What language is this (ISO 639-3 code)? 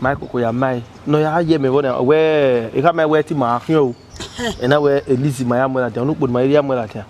bin